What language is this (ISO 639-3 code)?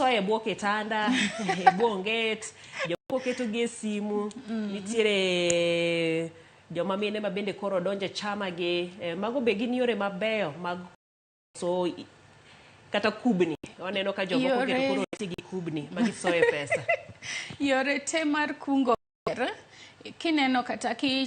luo